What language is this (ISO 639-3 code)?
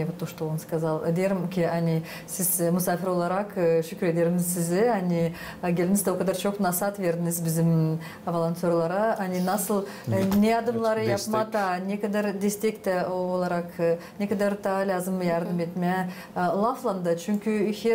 gag